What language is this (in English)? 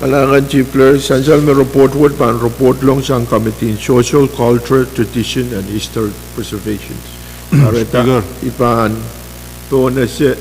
Pohnpeian